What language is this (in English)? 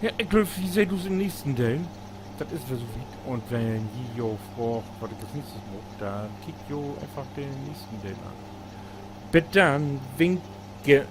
Low German